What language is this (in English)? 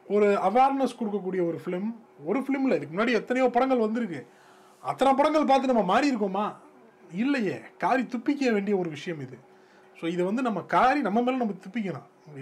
Tamil